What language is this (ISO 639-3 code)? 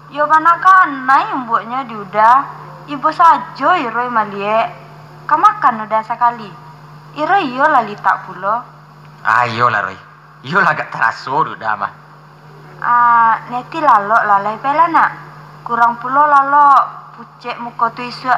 min